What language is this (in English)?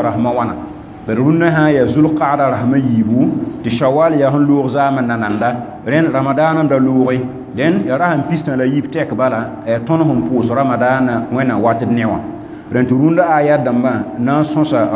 Mossi